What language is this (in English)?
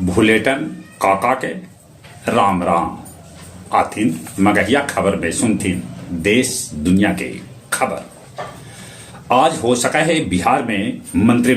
Magahi